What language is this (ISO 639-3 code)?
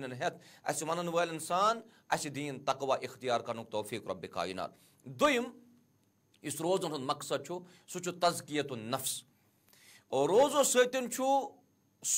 kas